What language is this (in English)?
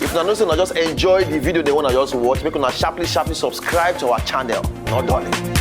Nigerian Pidgin